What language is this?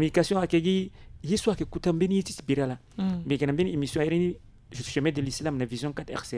Sango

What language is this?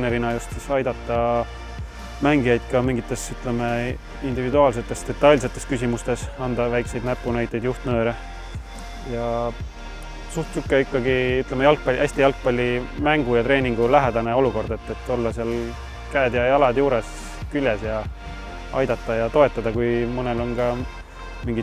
Estonian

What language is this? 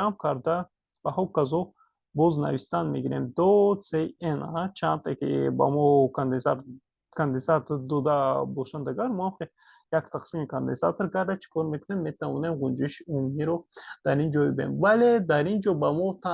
Tajik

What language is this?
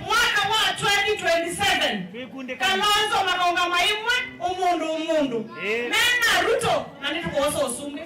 Kamba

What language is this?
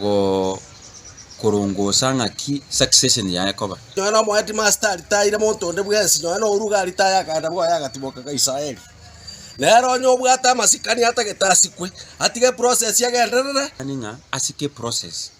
Gusii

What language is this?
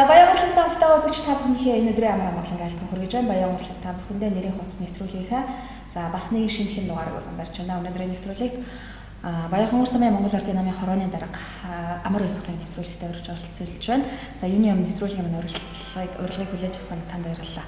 Mongolian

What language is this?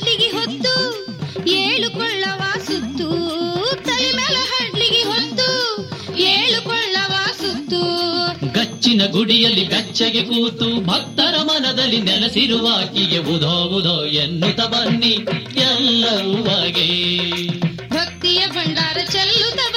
Kannada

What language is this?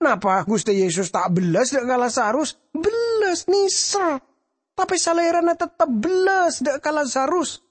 Madurese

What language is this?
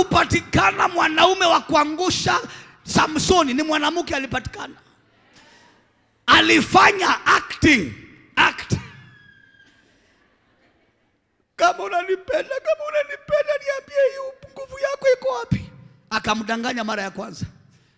Swahili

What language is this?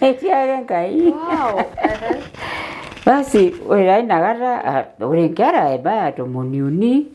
Masai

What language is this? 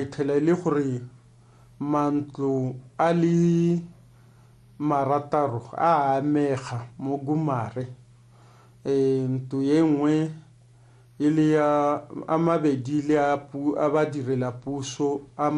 Tswana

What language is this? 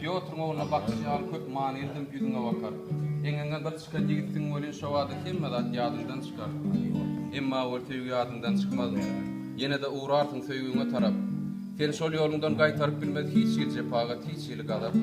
Turkmen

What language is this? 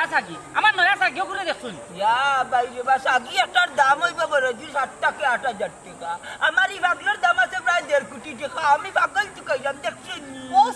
Sylheti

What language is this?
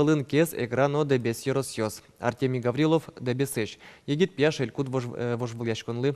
Udmurt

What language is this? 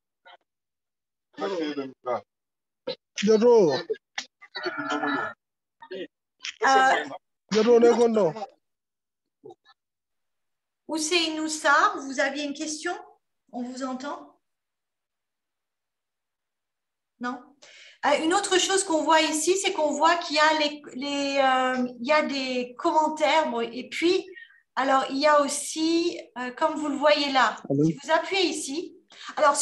French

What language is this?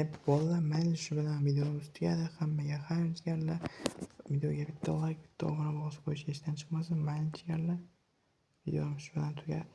Uzbek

